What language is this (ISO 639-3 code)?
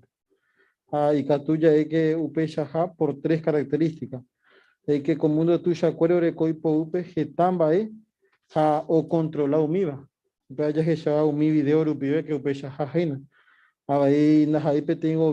grn